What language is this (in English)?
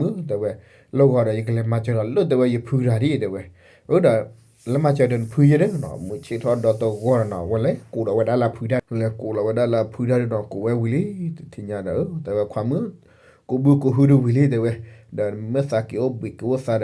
S'gaw Karen